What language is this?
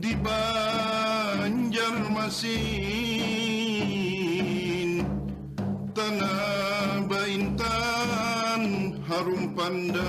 Banjar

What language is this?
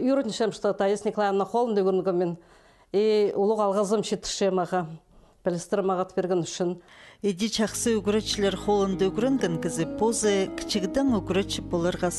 Khakas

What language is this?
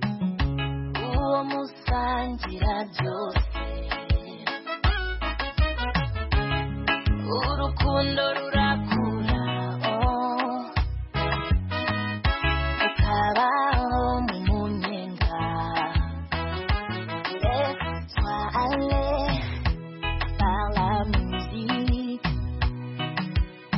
Kinyarwanda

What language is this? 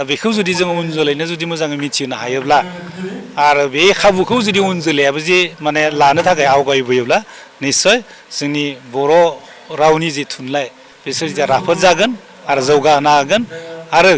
Bodo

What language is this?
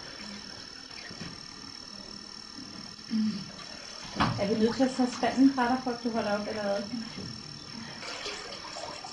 Danish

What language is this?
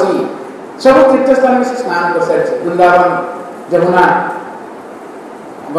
Odia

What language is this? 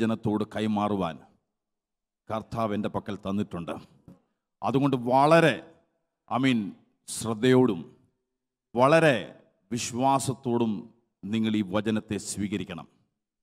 Malayalam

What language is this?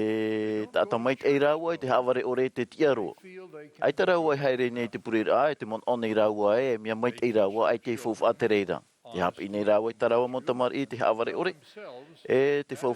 Tahitian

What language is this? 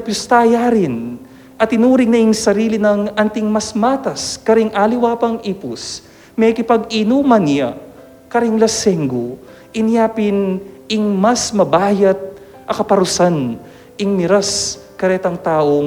Pampanga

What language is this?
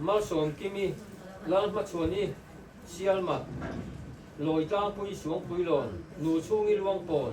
Hmar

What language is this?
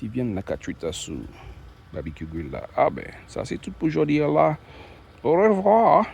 Saint Lucian Creole French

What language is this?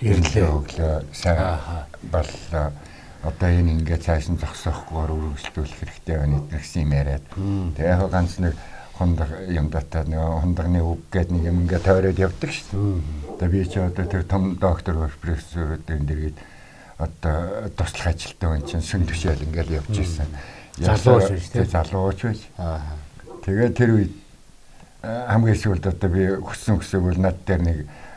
Mongolian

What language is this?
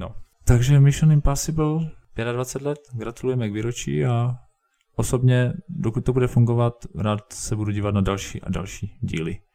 Czech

